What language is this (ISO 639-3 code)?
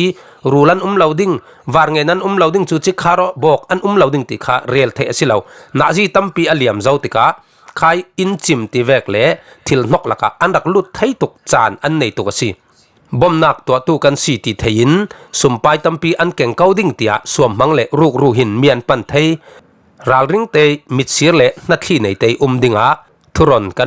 cfm